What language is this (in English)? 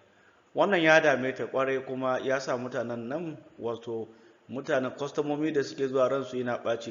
Hausa